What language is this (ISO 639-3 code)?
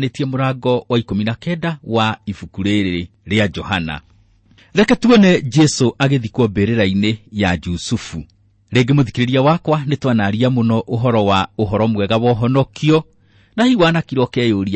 kik